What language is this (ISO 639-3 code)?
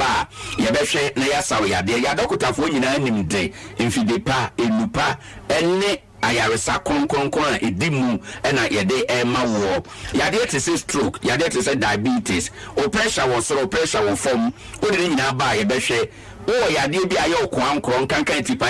aka